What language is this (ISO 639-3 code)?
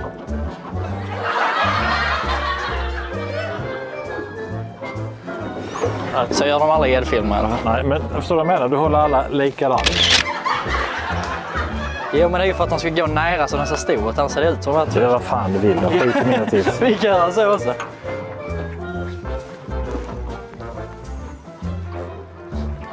swe